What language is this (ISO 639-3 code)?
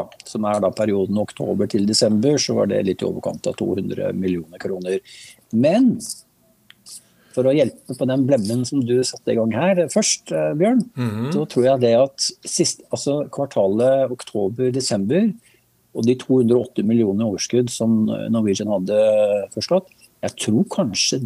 nor